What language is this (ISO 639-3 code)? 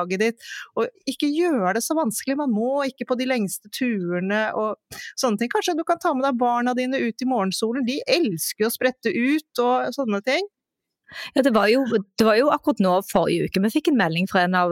nor